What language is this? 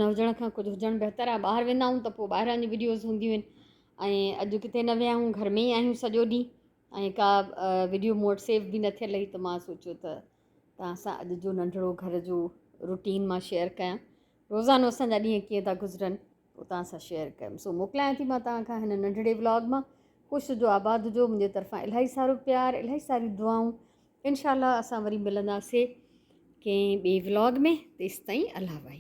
Sindhi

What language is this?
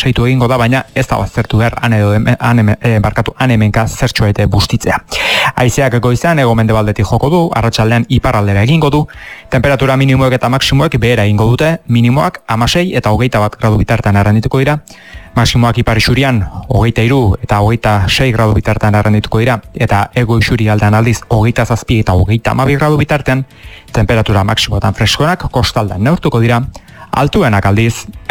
Basque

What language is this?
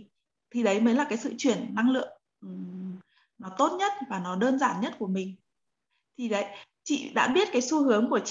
Vietnamese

